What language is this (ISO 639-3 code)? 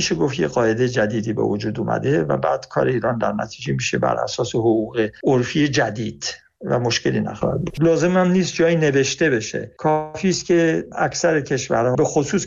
fas